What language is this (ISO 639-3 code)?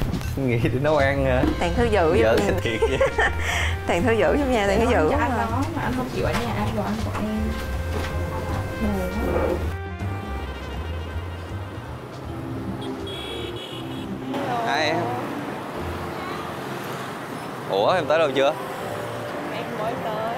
vie